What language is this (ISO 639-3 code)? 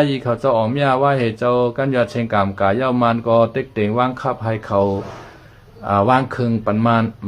shn